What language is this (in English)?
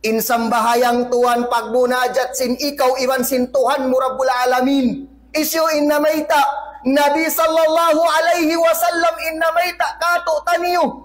Tausug